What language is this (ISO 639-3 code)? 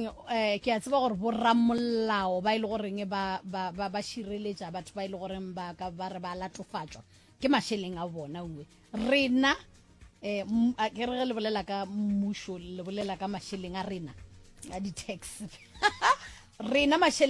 nso